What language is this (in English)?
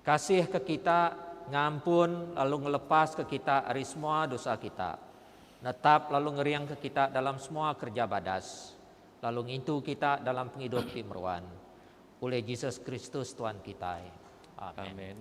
Iban